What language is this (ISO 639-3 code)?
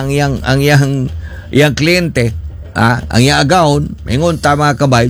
ceb